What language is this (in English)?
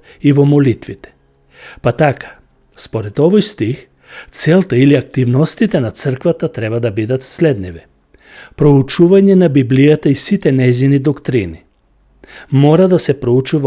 Macedonian